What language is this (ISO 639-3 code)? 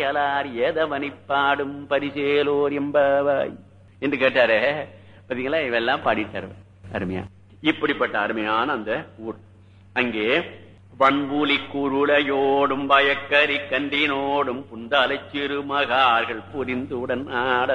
tam